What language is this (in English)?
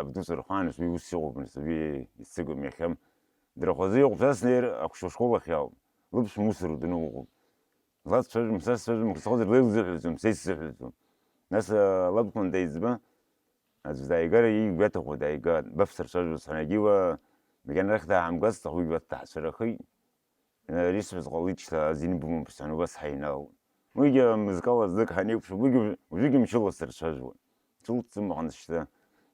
Abkhazian